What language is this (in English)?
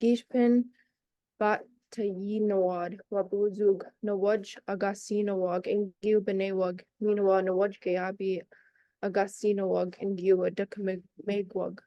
Chippewa